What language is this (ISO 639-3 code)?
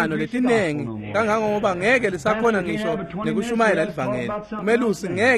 ssw